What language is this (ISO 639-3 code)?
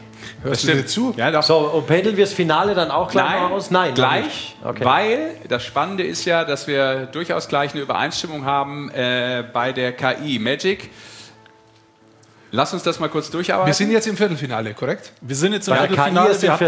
deu